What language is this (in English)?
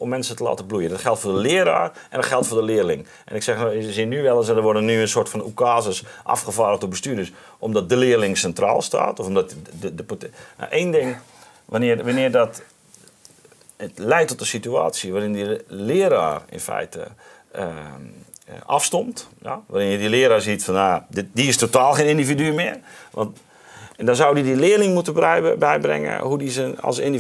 Dutch